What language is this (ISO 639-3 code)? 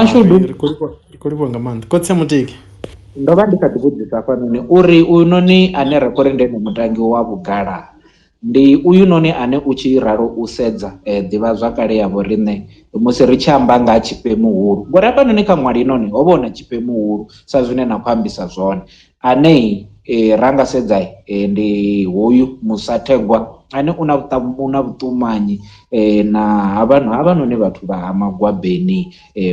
ven